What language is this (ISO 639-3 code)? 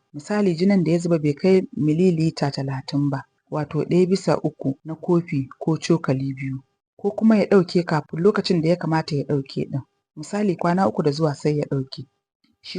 hau